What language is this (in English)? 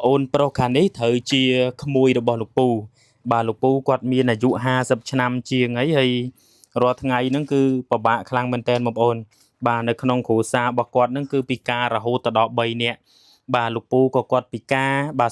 Khmer